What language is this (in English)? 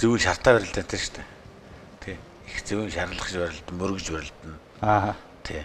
Mongolian